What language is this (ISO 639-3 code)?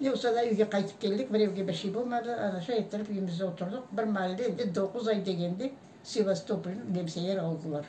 crh